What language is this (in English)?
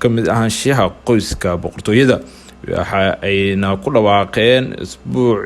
Somali